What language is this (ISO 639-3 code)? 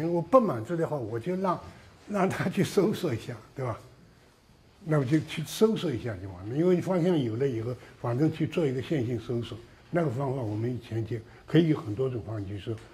zho